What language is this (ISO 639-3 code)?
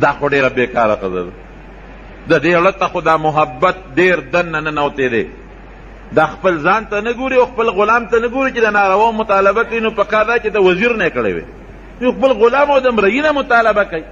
pus